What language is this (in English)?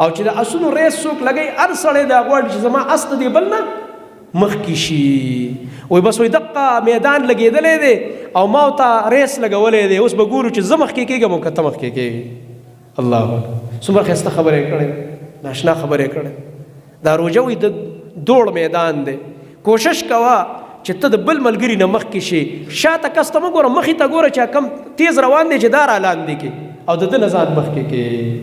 Pashto